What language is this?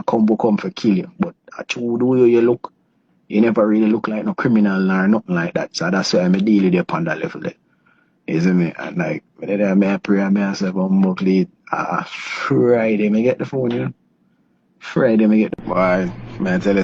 Jamaican Creole English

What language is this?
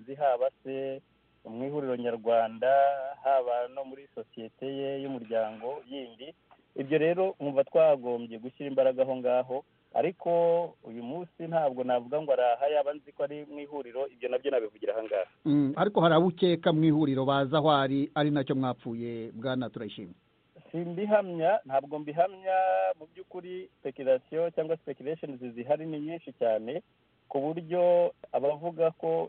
Kinyarwanda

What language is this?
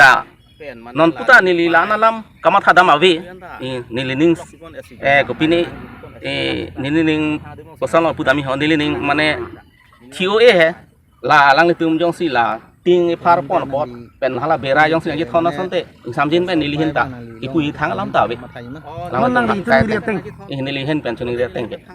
Karbi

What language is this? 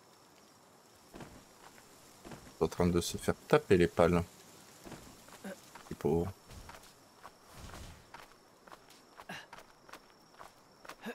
French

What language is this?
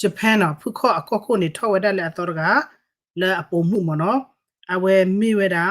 S'gaw Karen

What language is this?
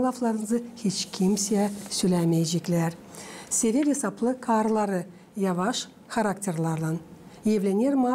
Gagauz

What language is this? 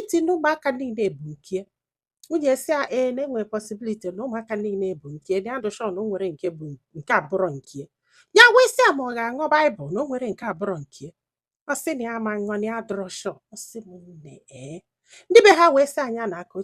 Igbo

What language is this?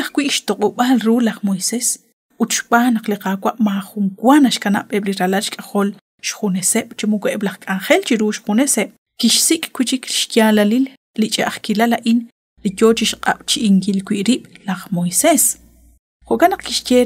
Kekchí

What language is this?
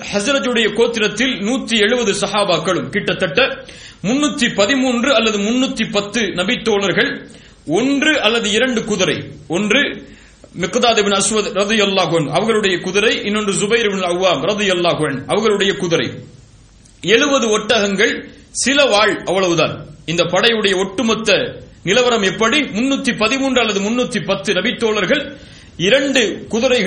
Tamil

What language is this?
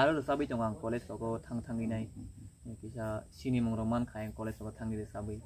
Kok Borok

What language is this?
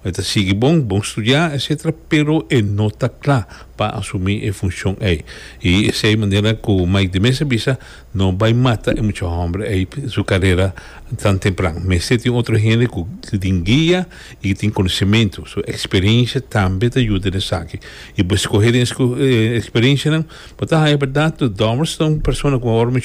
Papiamento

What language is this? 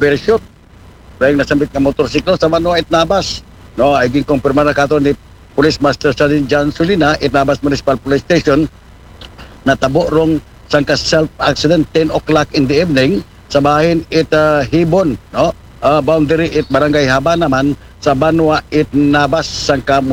Aklanon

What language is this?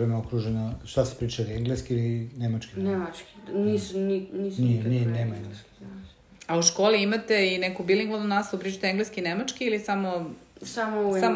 Serbian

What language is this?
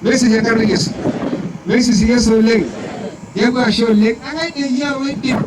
Masai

